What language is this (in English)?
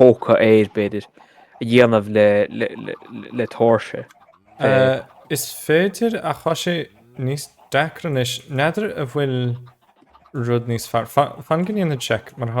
Irish